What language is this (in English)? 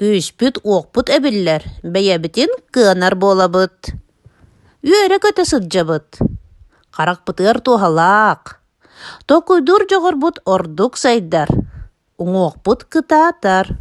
Yakut